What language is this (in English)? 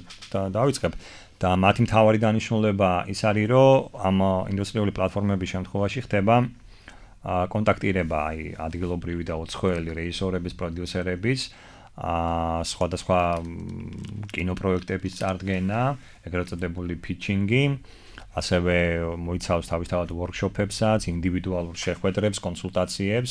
Georgian